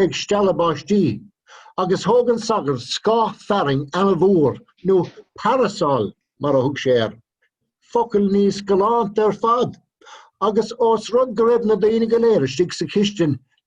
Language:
Irish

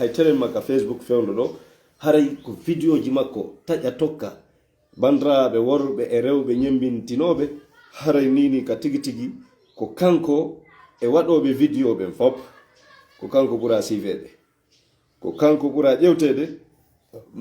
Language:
Fula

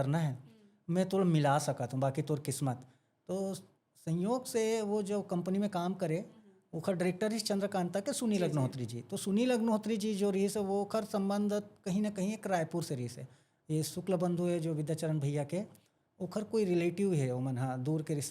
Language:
Chhattisgarhi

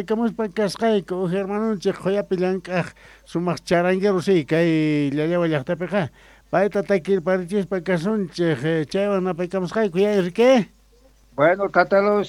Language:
Quechua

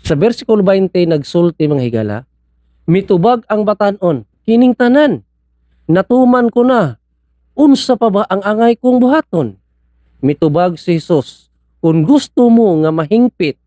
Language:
Cebuano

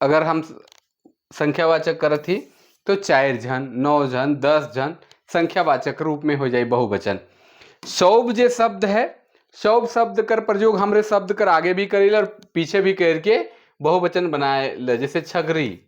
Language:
Sadri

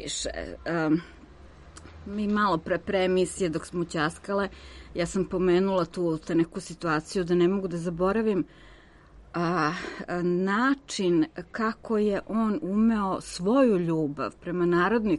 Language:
Serbian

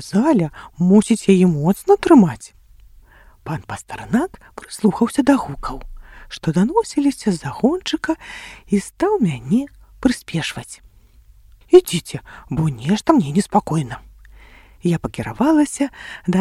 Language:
Belarusian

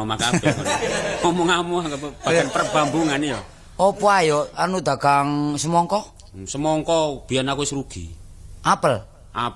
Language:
Javanese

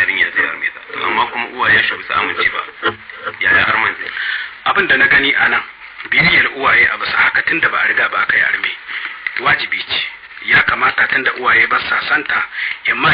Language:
Hausa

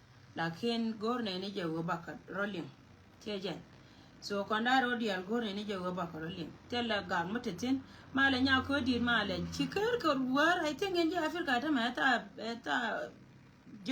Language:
Nuer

